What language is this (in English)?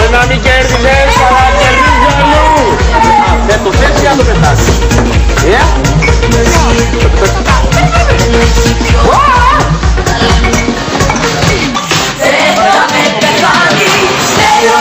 Greek